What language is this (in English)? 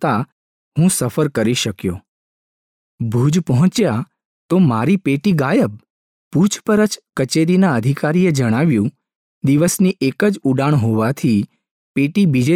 Gujarati